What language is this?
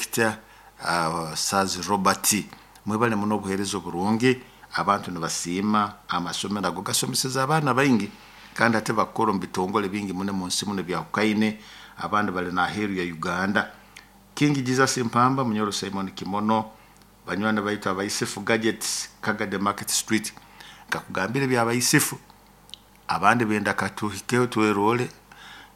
Nyoro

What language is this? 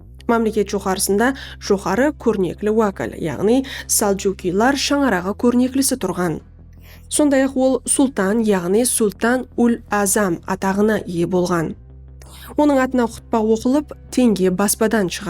Kara-Kalpak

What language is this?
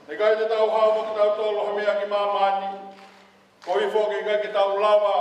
Tongan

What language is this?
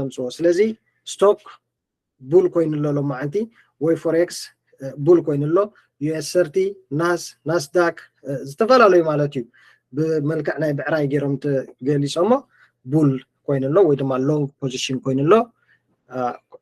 Tigrinya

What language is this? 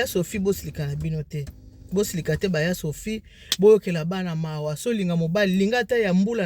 Lingala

